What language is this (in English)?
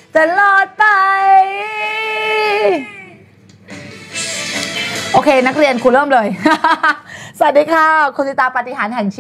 Thai